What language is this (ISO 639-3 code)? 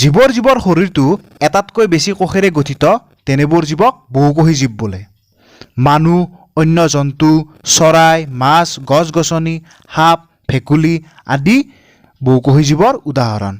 asm